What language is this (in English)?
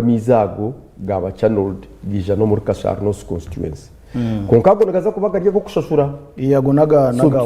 Nyankole